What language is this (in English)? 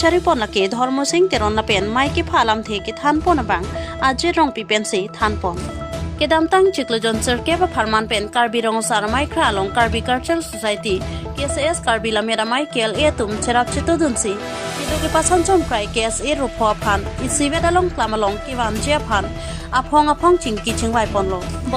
Karbi